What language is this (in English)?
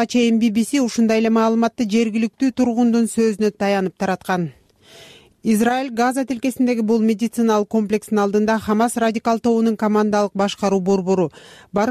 Kyrgyz